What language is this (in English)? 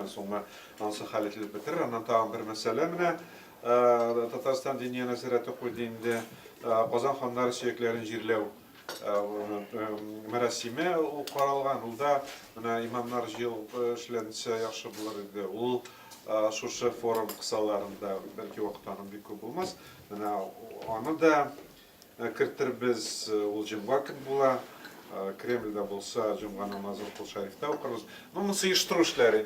Tatar